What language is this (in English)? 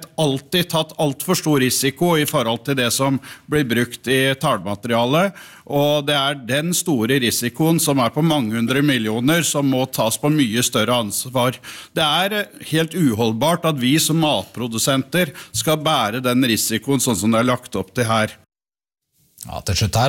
Norwegian